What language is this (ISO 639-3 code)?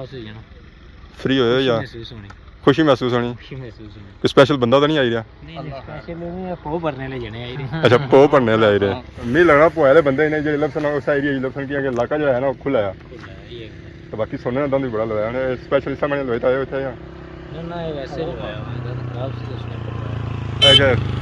phr